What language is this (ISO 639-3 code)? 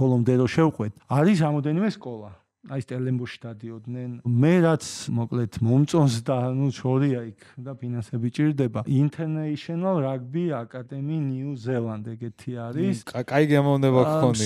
kat